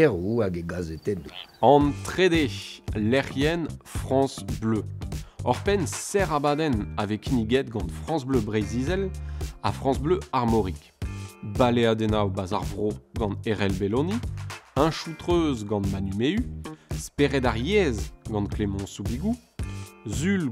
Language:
Breton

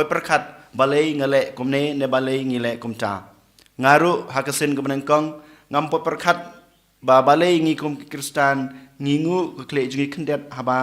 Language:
Khasi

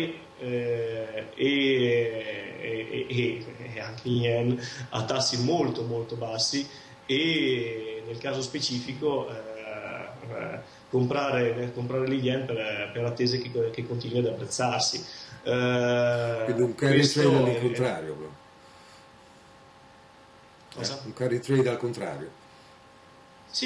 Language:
Italian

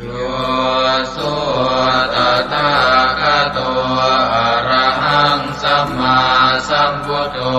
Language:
Pali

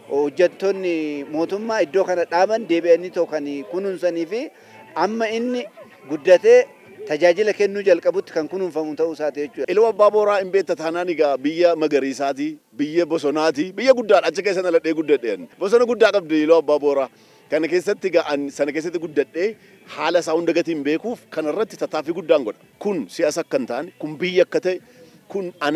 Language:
Oromo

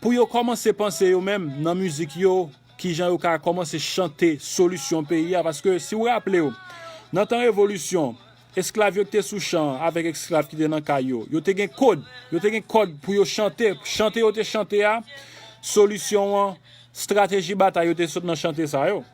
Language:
Haitian Creole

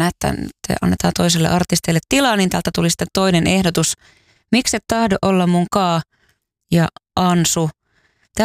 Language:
Finnish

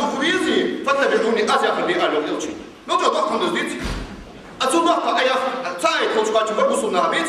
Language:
Ingush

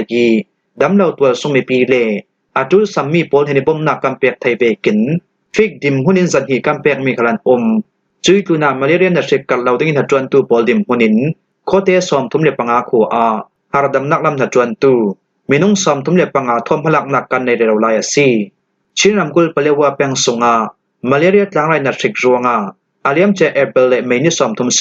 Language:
Falam Chin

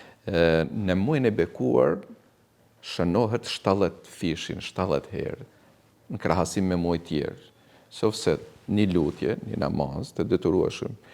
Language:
Albanian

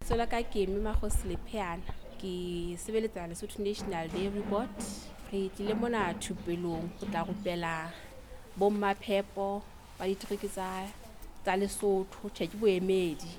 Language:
Southern Sotho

